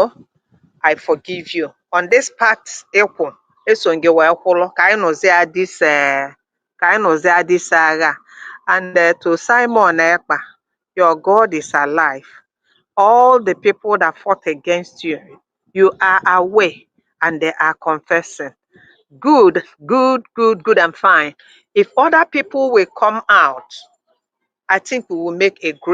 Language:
Igbo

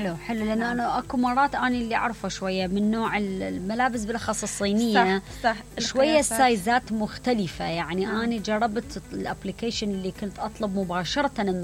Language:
Mesopotamian Arabic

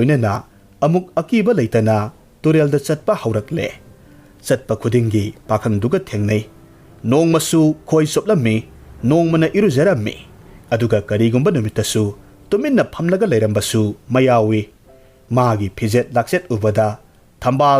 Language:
Manipuri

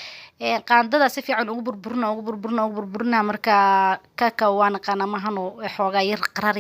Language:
Somali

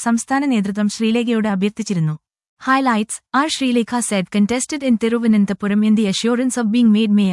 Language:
Malayalam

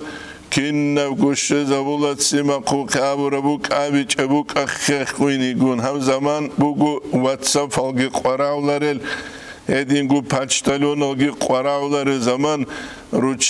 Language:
Avaric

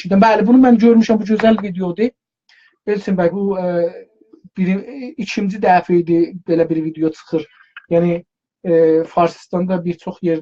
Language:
South Azerbaijani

